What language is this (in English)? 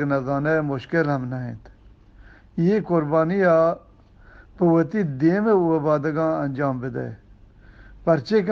Eastern Balochi